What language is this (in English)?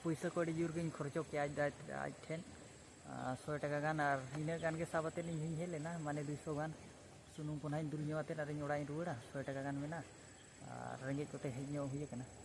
Santali